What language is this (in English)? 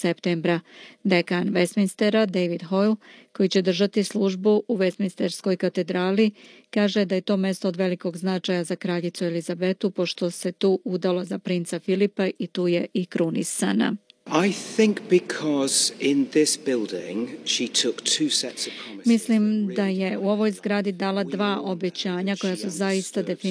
Serbian